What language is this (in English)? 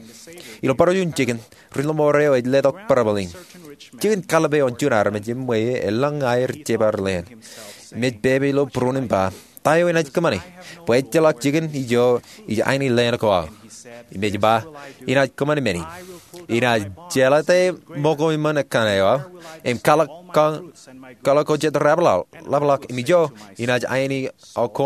Marshallese